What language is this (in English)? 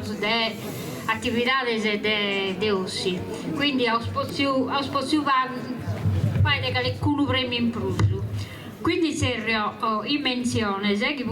Sardinian